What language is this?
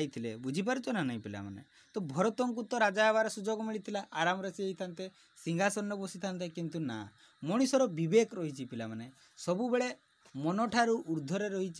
Odia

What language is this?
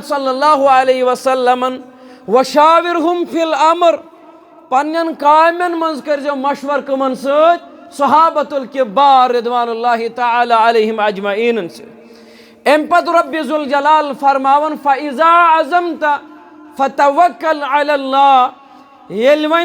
Kashmiri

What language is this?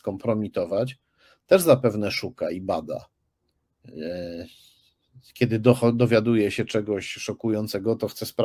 Polish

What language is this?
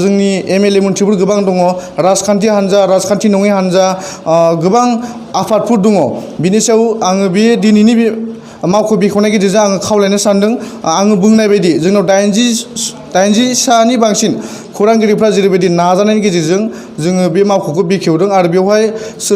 Bodo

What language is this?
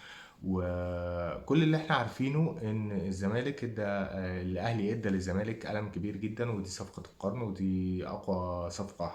Egyptian Arabic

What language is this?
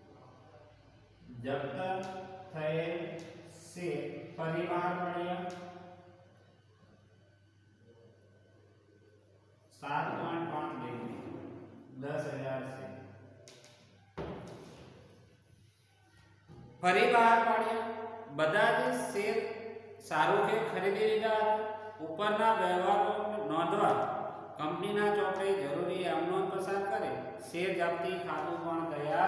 Gujarati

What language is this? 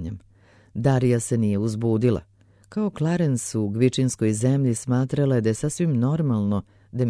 Serbian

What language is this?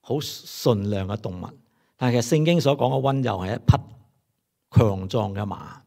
Cantonese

